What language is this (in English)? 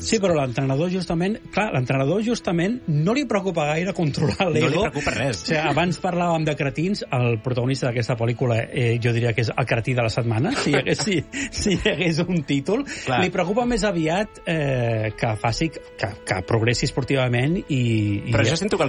Catalan